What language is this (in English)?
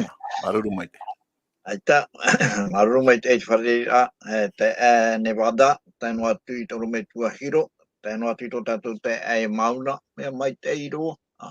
Tahitian